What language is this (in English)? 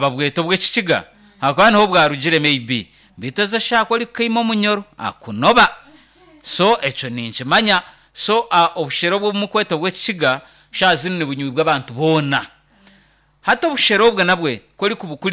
Nyankole